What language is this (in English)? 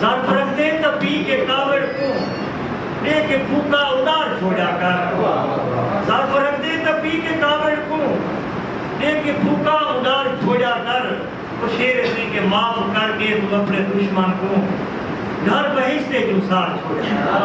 Saraiki